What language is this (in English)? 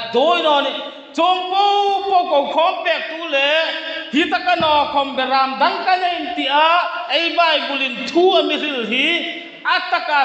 Hmar